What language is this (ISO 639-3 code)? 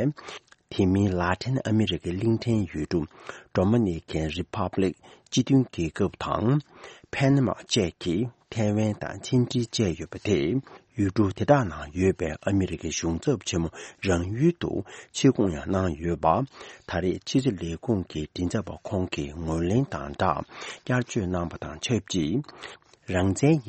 bod